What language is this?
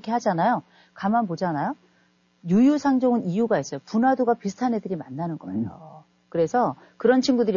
Korean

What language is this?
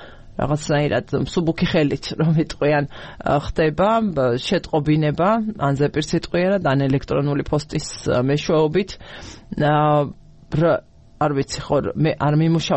Georgian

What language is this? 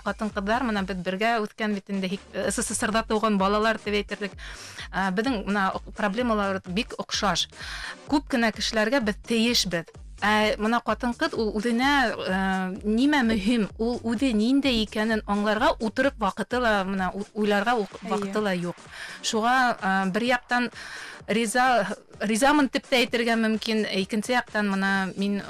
Bashkir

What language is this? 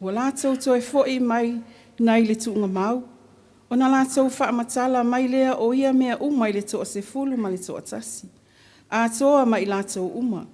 Samoan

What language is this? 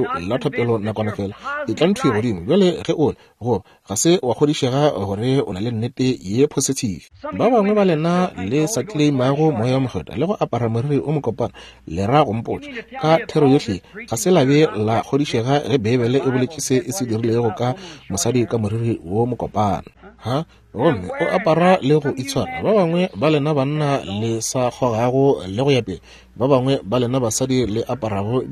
Northern Sotho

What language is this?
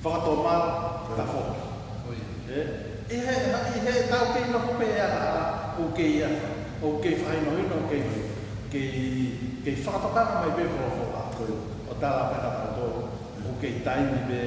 Tongan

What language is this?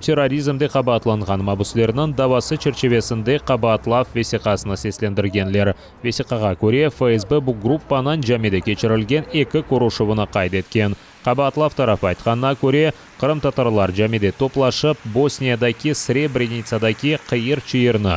Crimean Tatar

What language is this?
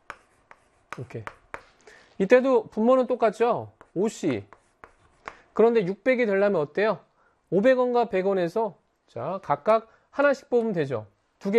Korean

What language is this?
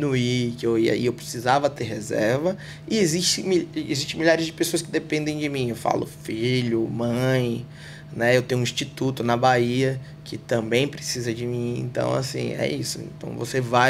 Portuguese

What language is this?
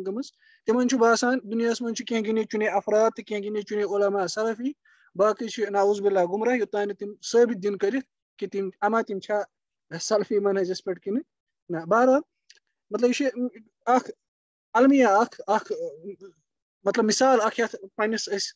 Kashmiri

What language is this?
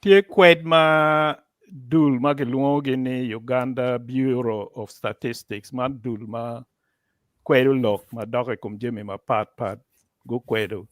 Acoli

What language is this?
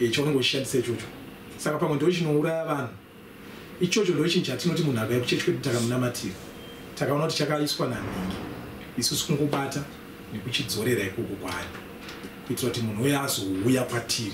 Shona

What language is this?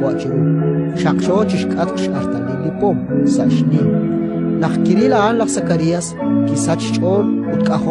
Kekchí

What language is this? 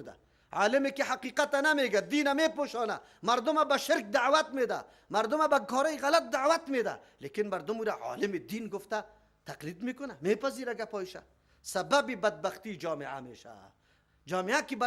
Persian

